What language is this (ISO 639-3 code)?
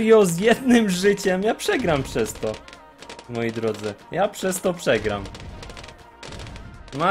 pol